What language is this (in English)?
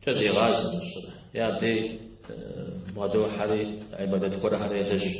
Kabardian